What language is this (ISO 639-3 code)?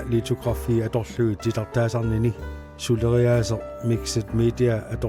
kal